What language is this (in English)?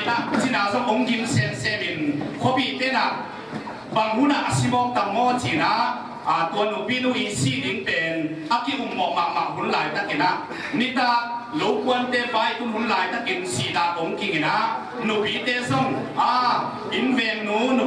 Tedim Chin